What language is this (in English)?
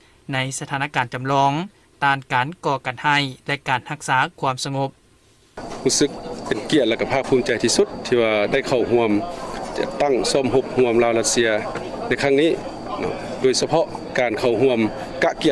Lao